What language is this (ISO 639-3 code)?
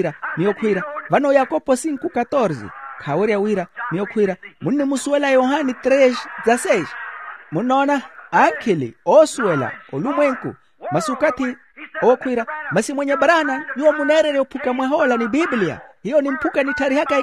vmw